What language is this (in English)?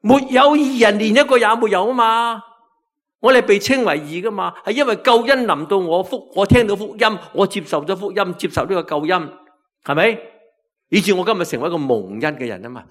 Cantonese